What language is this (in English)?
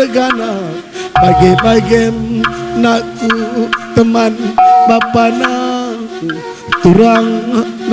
Batak Karo